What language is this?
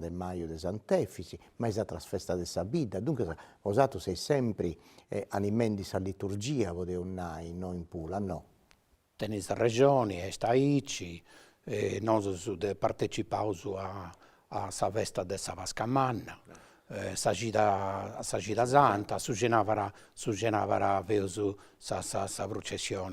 Sardinian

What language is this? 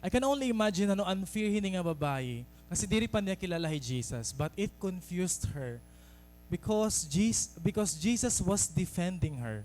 Waray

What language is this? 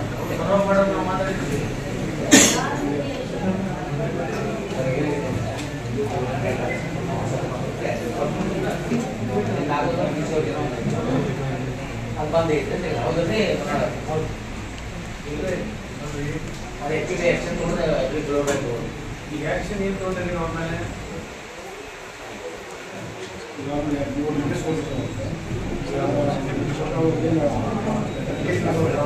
Kannada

